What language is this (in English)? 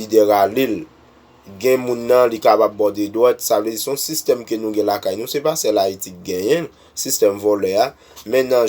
Haitian Creole